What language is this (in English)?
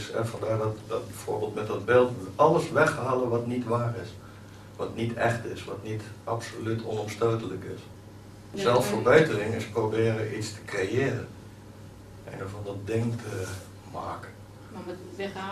Dutch